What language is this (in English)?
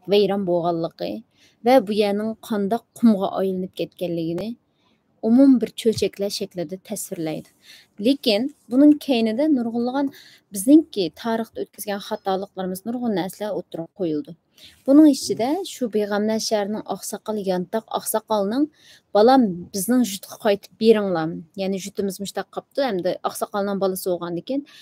Uyghur